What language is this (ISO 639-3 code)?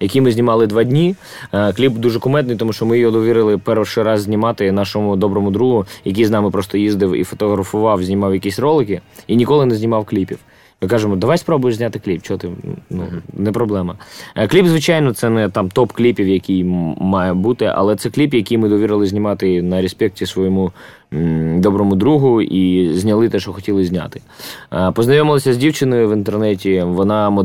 ukr